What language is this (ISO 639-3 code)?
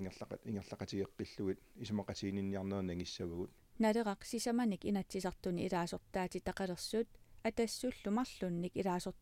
kal